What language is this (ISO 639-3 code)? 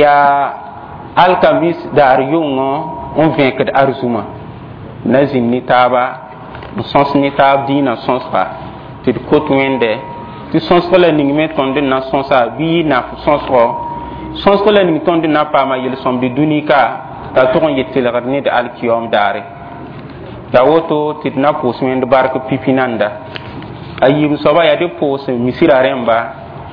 mos